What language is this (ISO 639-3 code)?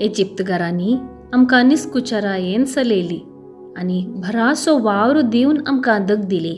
kok